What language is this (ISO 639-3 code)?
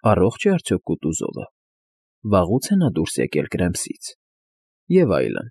hye